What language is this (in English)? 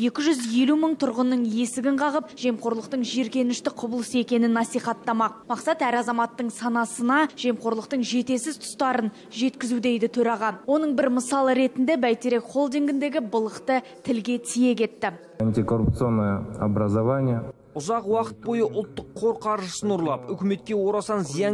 Kazakh